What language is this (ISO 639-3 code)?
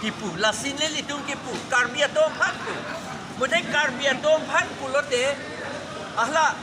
mjw